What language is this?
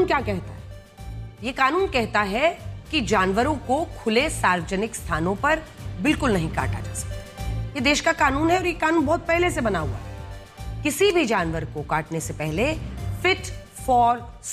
Hindi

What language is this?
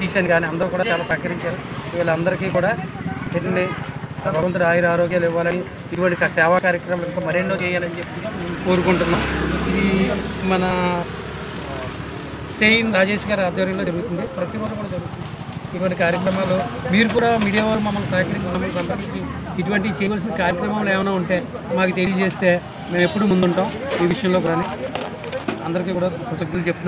Telugu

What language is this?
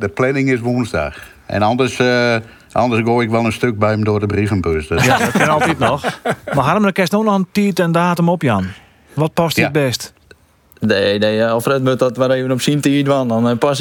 Western Frisian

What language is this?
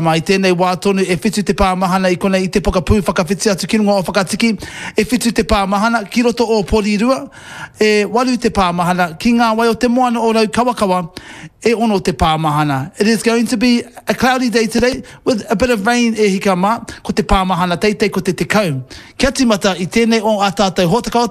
Māori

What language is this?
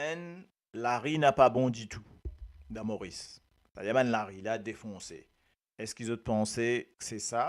Morisyen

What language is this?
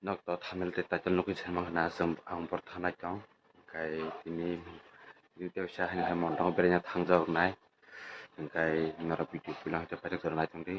Kok Borok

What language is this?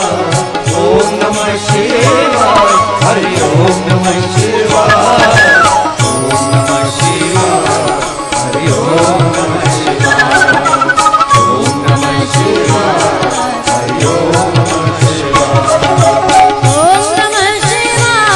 Gujarati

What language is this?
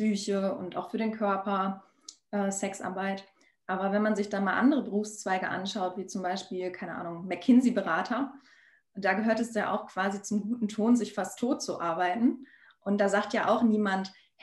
German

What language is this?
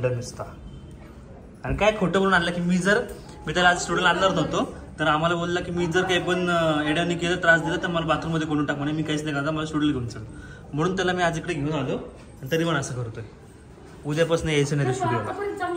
Marathi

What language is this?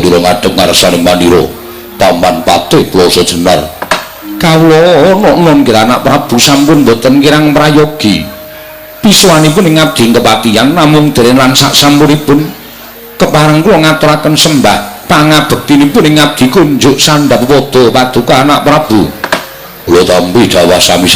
Javanese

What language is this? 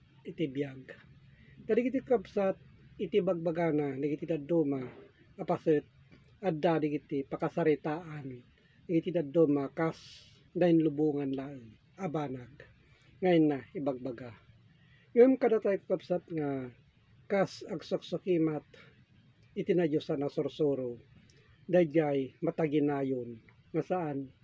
Iloko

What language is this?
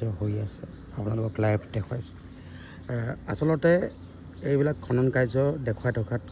Assamese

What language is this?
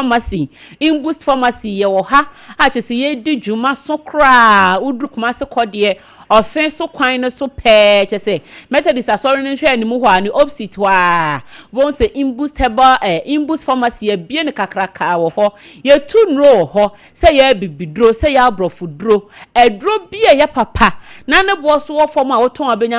Akan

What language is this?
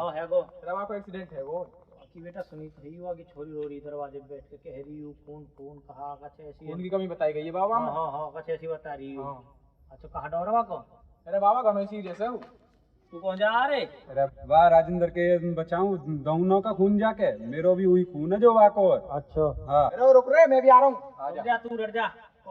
Braj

